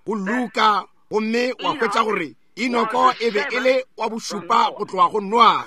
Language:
Northern Sotho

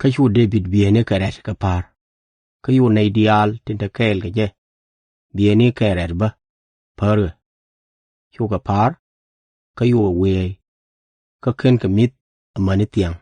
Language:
Nuer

